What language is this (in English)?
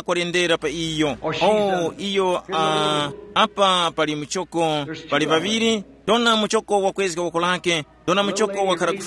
Tumbuka